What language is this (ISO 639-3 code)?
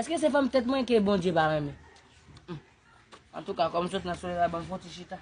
hat